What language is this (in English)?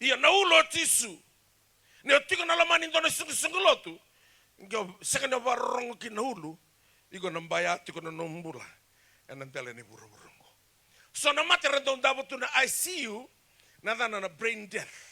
Fijian